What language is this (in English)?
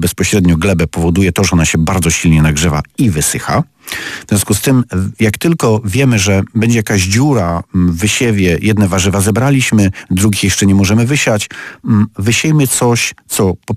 Polish